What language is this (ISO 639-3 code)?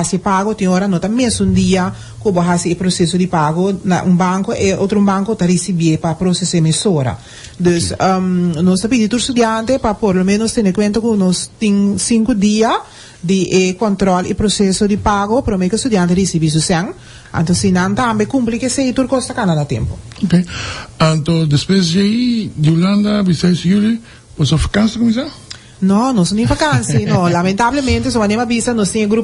pap